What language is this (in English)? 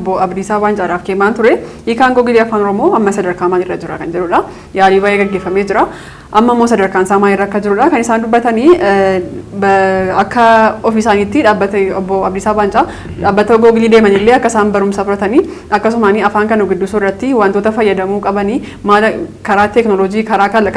Oromo